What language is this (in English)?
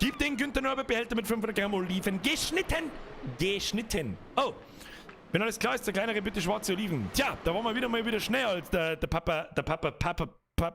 Bavarian